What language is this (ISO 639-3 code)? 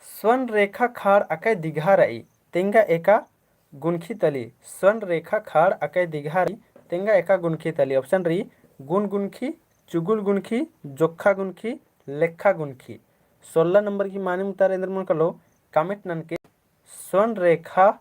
kru